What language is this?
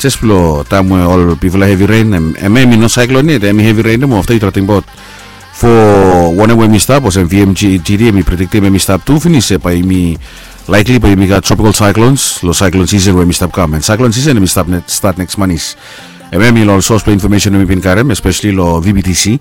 Bislama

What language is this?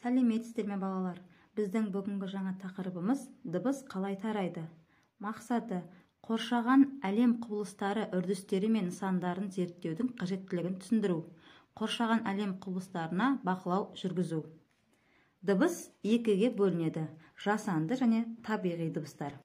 Kazakh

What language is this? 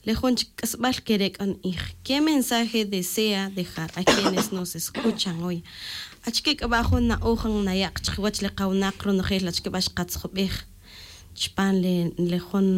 Tz'utujil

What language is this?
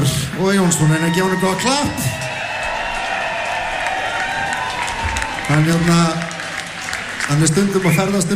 Icelandic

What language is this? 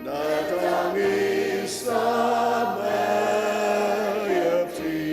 Ao Naga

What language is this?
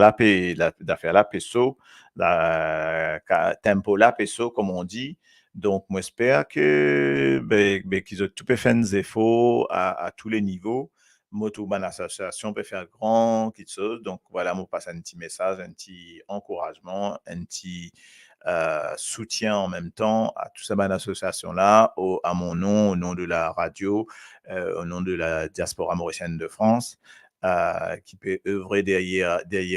Morisyen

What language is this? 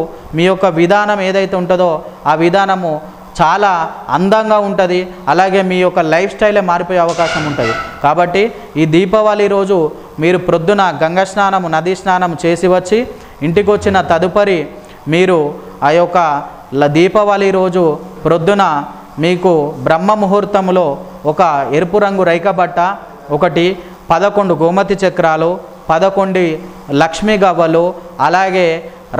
Telugu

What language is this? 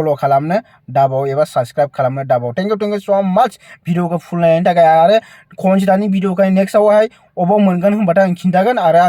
Bodo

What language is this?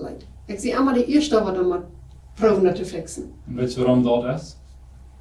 Plautdietsch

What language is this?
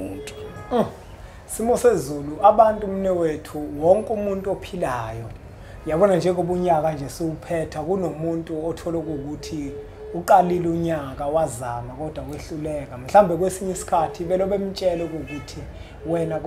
Zulu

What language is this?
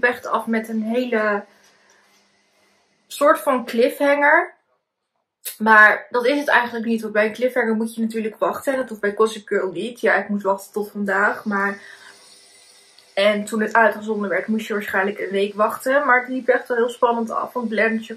Dutch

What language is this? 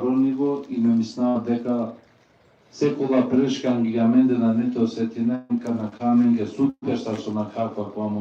Balkan Romani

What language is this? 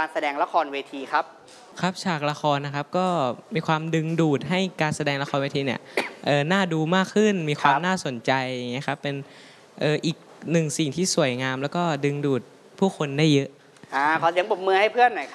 Thai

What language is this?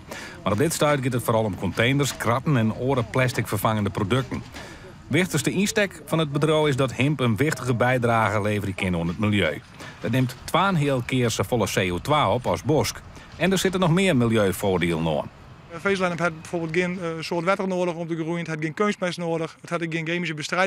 Western Frisian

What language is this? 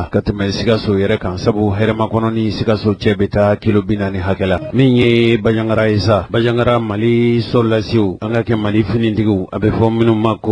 Bambara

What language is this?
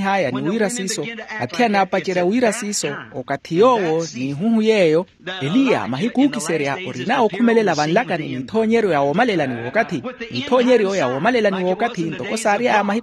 Makhuwa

